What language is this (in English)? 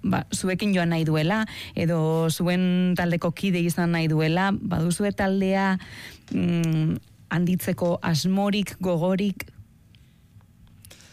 Basque